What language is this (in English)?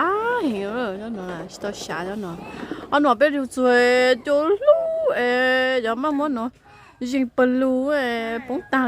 Hmong